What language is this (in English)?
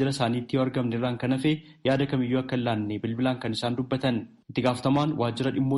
Oromo